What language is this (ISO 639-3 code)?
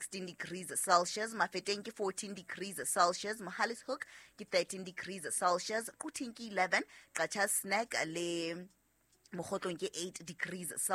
sot